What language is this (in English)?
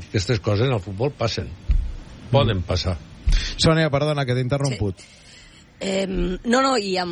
Catalan